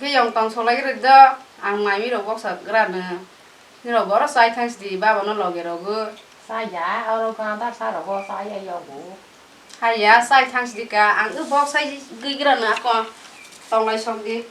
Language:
Kok Borok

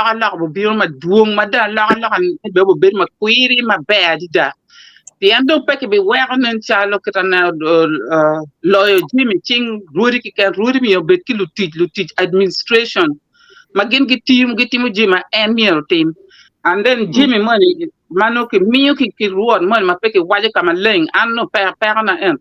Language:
Acoli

